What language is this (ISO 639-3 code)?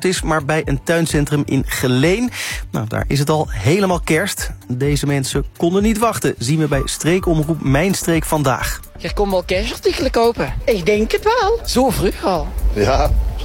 nld